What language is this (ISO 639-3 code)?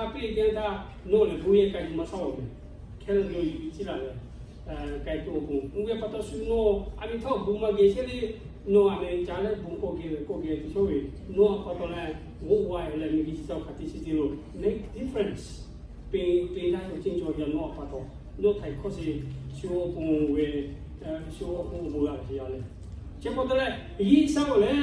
lhu